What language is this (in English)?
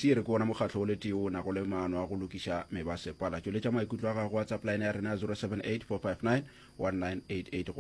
Northern Sotho